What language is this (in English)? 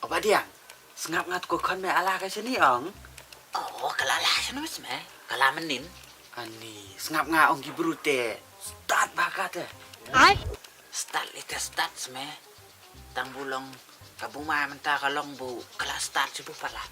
Khasi